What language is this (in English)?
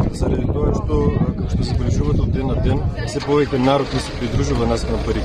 Macedonian